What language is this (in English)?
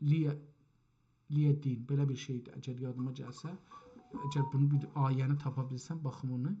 South Azerbaijani